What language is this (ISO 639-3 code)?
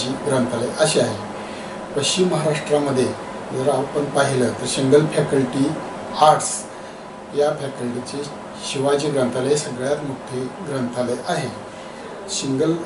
mar